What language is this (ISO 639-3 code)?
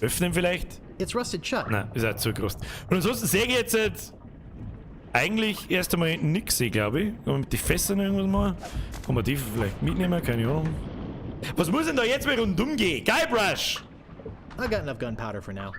bar